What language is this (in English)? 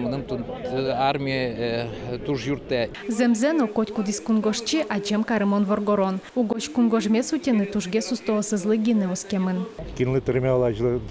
Udmurt